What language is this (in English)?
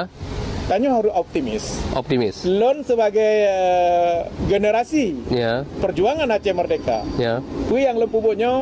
Achinese